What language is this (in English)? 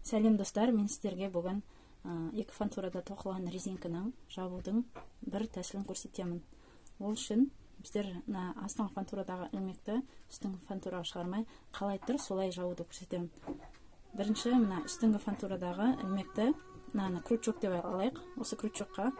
Kazakh